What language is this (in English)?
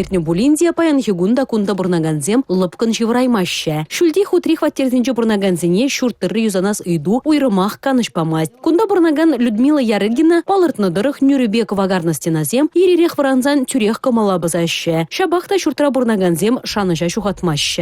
Chuvash